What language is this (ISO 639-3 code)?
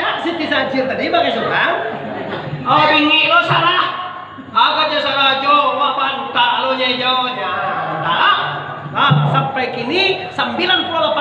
min